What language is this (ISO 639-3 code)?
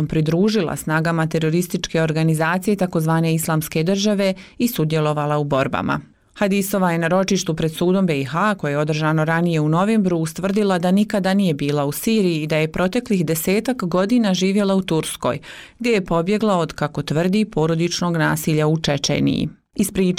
bos